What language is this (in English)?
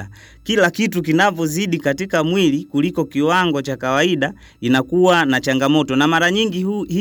Swahili